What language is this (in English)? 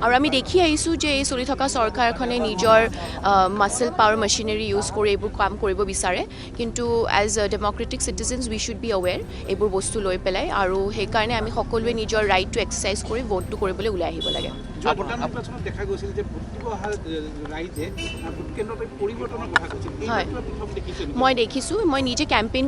Assamese